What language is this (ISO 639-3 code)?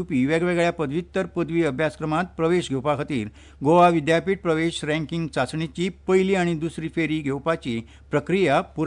kok